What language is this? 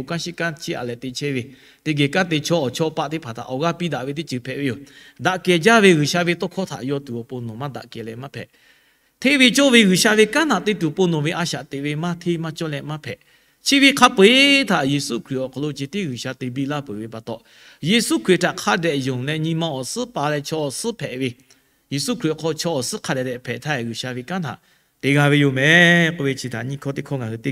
Lahu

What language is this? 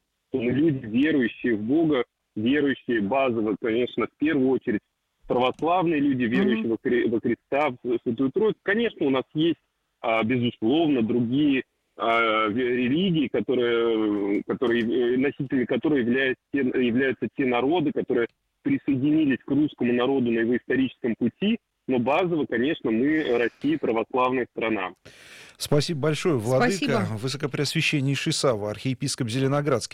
Russian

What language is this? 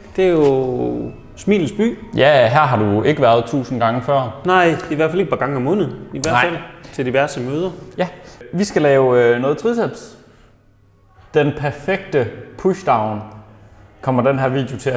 Danish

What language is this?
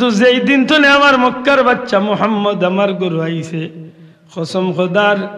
Sylheti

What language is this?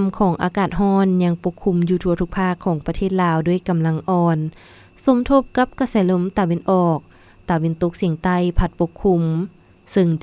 Lao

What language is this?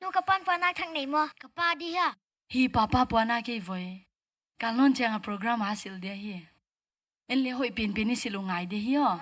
Paite Chin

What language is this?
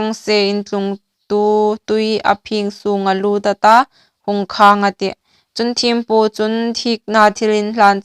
Hmar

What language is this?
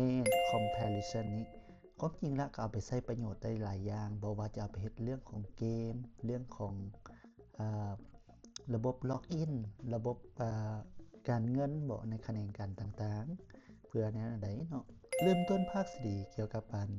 Lao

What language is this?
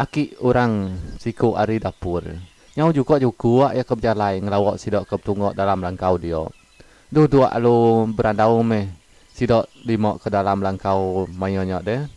Iban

